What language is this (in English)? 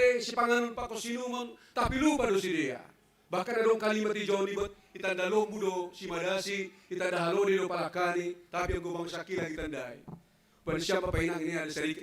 Batak Simalungun